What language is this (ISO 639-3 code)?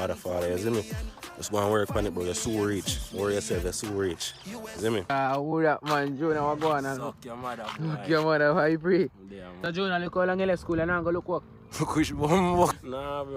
jam